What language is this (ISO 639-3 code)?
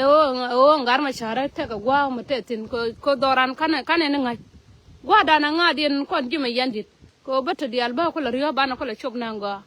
nus